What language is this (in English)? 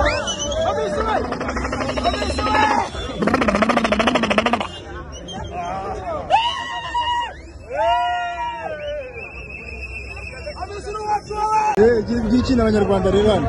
Kinyarwanda